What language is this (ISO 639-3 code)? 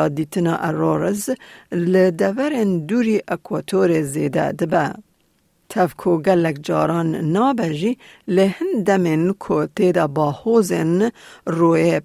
kur